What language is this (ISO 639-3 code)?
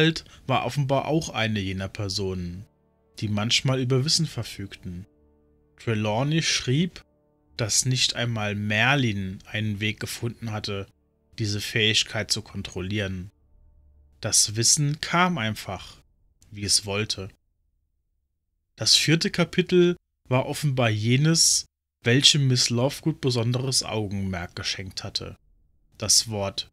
deu